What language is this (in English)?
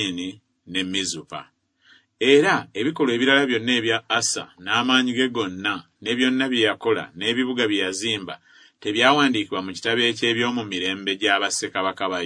Ganda